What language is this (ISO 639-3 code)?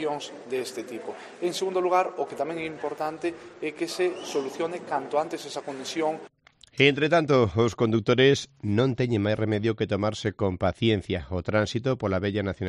glg